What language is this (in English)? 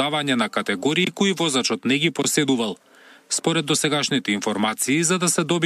Macedonian